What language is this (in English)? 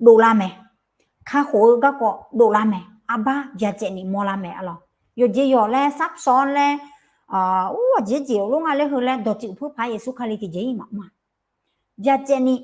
Akha